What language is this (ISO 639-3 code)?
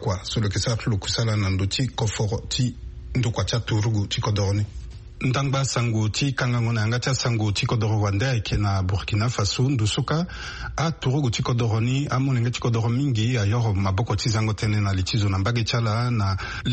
sag